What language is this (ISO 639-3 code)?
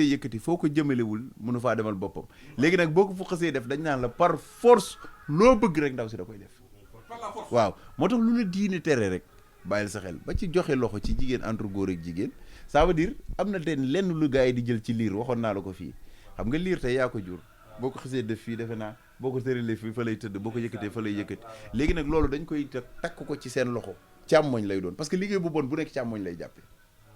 wol